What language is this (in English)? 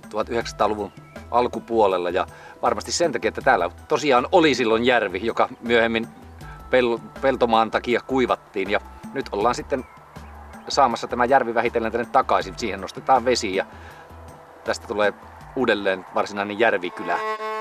Finnish